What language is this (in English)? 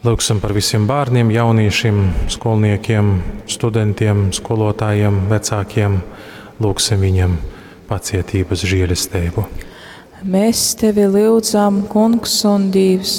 Latgalian